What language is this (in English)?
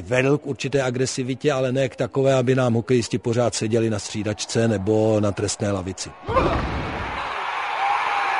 Czech